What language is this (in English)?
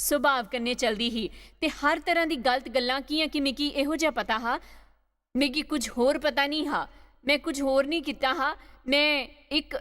Dogri